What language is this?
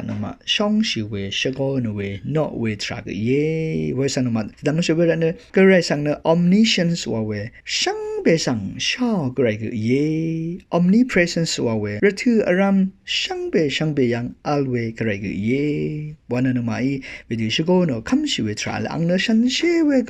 Rawang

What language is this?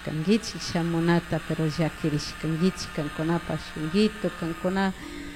Chimborazo Highland Quichua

